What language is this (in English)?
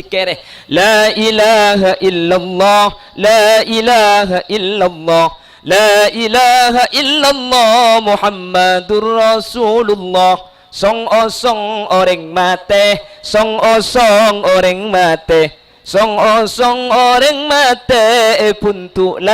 Madurese